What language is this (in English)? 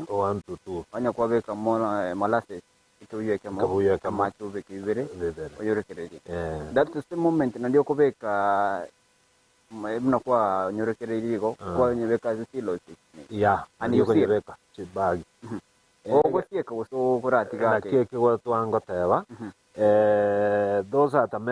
Gusii